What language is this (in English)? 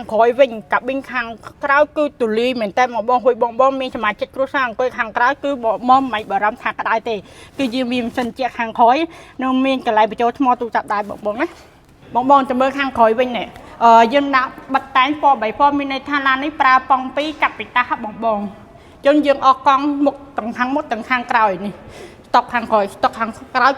Khmer